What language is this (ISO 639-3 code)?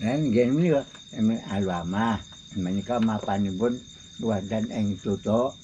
jav